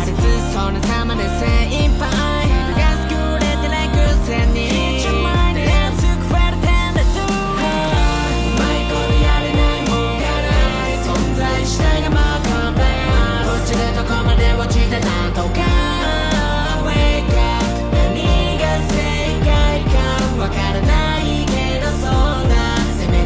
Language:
Japanese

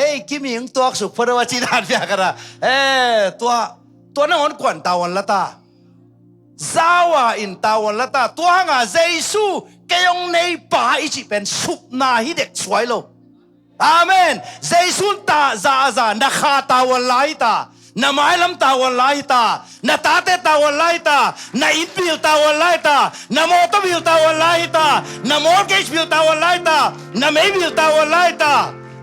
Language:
Tedim Chin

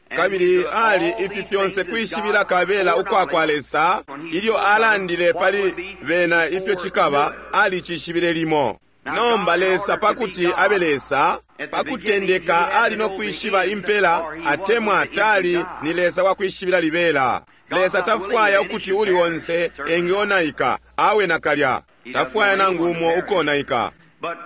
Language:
Bemba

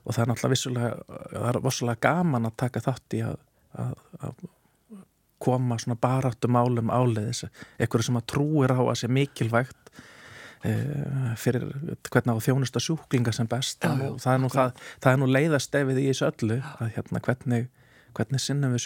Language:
Icelandic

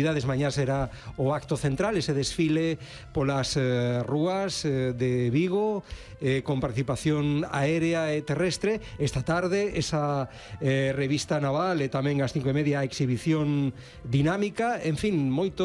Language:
Galician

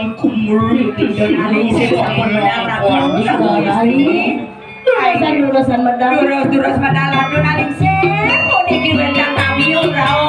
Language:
Balinese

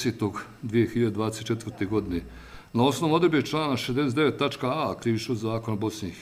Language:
Bosnian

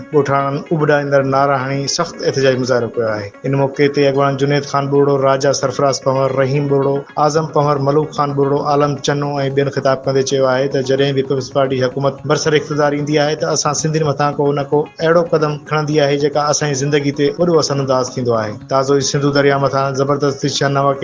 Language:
Sindhi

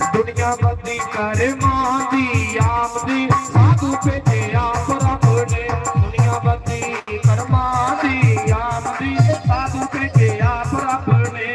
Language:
Dogri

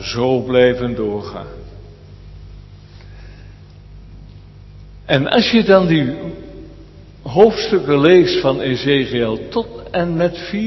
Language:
Dutch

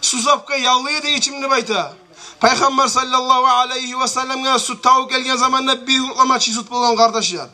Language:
Kumyk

